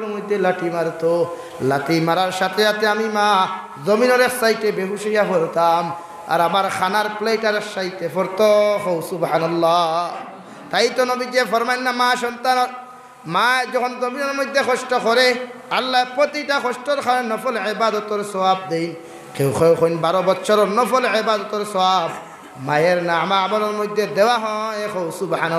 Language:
Sylheti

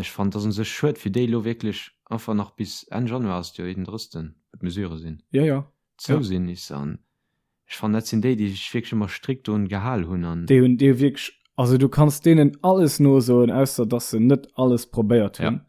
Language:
Luxembourgish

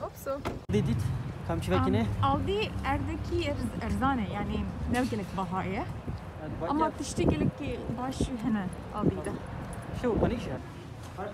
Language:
Kurdish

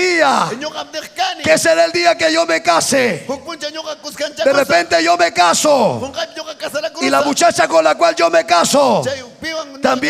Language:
Ayacucho Quechua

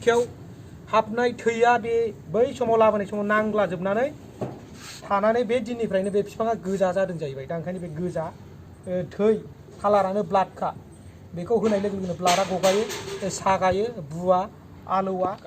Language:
Bodo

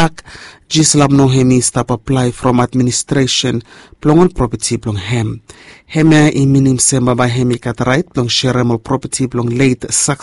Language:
Bislama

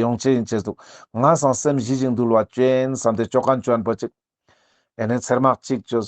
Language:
Ladakhi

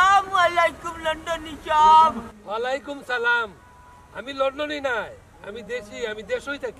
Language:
Sylheti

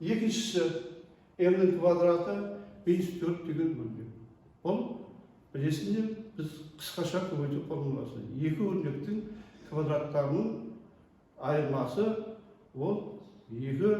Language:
Kazakh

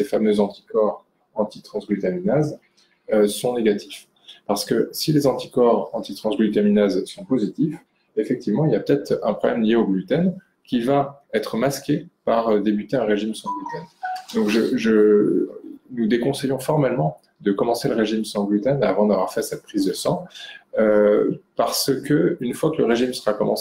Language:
French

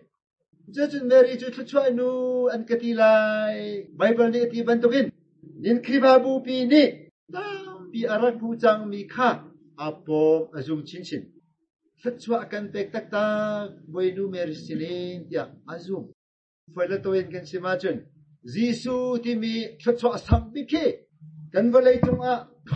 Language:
Hakha Chin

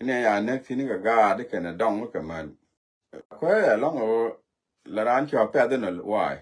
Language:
Nuer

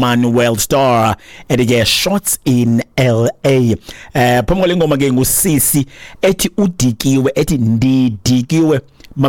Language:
Xhosa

